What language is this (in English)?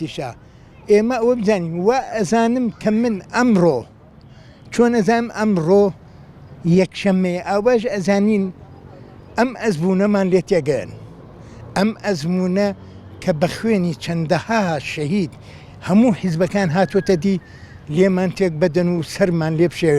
Central Kurdish